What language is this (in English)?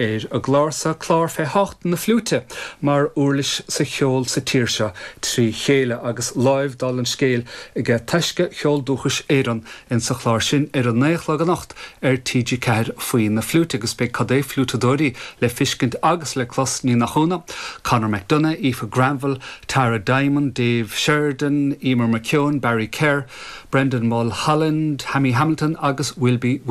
Irish